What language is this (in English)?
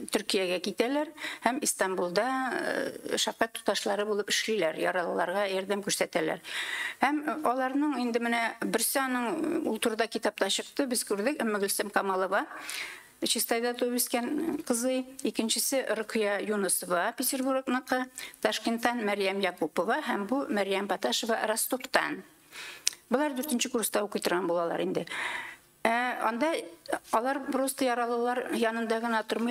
Tatar